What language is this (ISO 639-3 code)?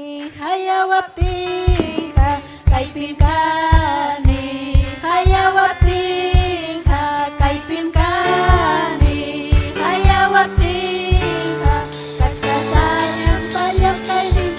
quy